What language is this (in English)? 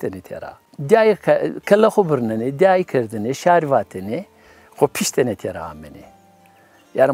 Zaza